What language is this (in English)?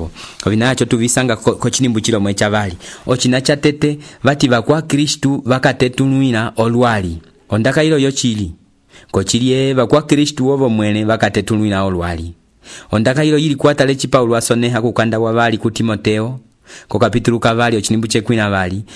Umbundu